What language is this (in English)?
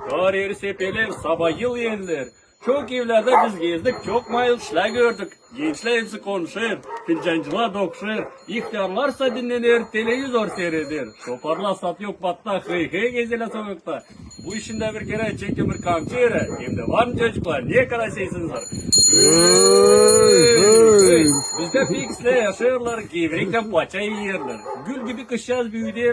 Gagauz